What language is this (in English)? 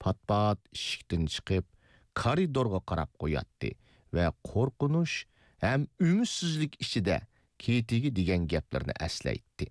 Uyghur